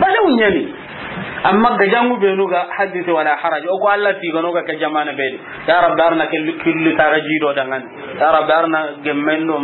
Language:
Soninke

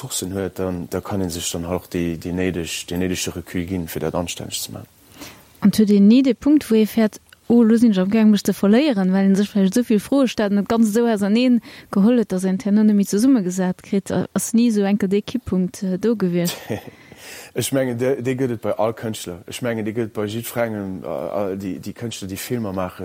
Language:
Luxembourgish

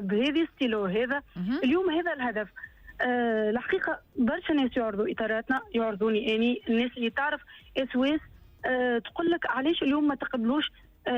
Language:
Tunisian Arabic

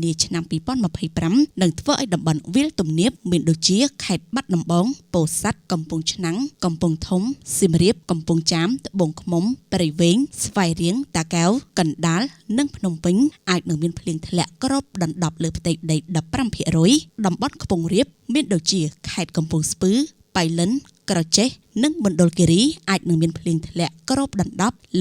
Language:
Khmer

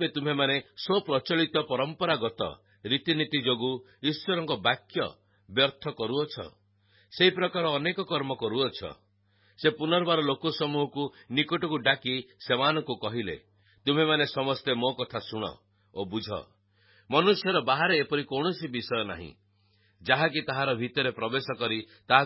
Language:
Odia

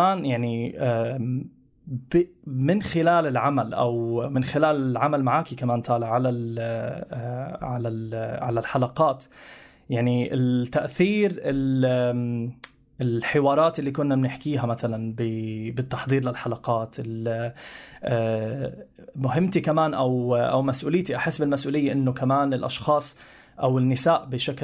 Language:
North Levantine Arabic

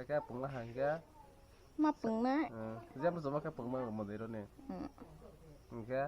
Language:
Kok Borok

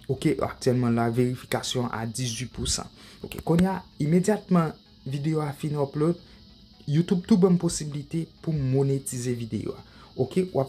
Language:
Haitian Creole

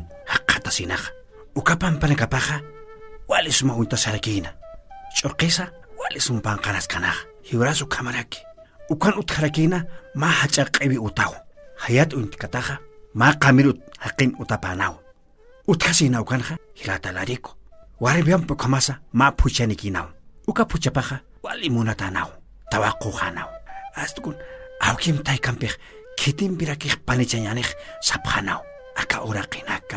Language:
Aymara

